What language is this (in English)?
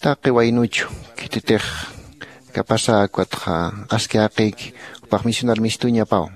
Aymara